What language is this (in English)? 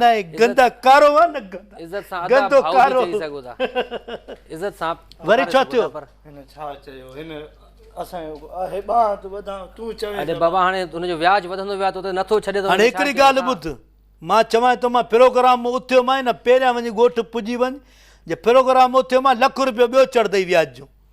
Sindhi